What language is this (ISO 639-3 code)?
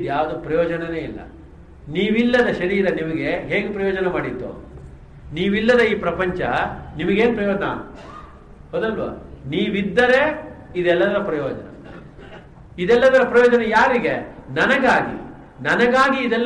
kan